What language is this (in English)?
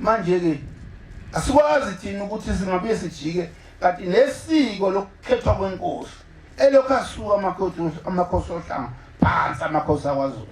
Zulu